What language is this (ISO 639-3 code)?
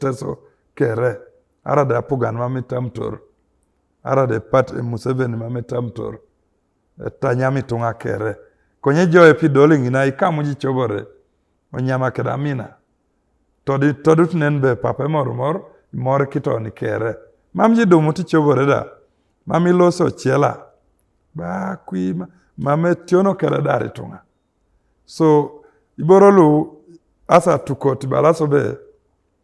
teo